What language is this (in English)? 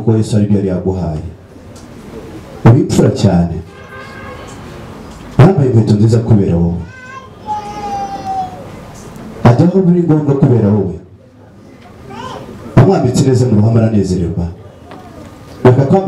Kinyarwanda